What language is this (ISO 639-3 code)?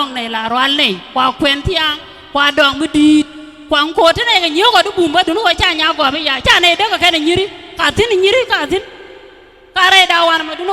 nus